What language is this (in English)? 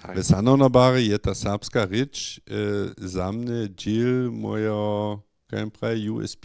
Upper Sorbian